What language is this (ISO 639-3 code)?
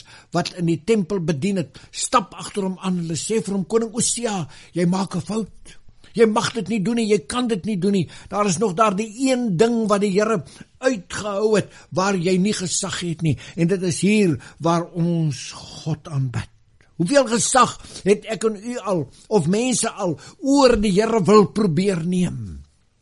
afr